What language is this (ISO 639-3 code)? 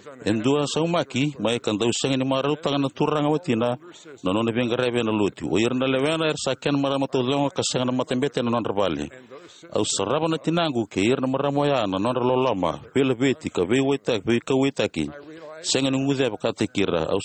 fij